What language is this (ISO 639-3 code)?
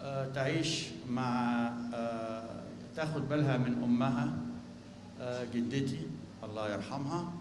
apc